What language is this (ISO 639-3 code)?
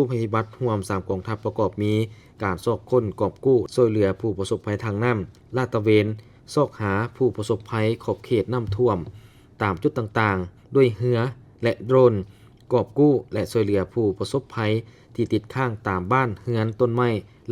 lao